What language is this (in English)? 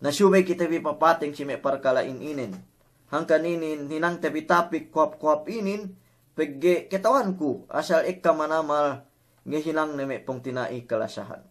Yakan